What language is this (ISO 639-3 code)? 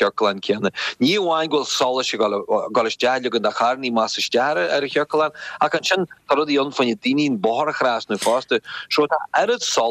gle